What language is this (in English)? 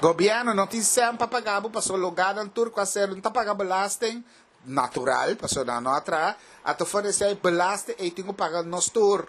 Papiamento